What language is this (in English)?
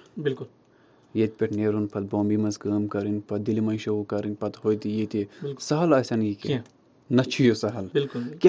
Kashmiri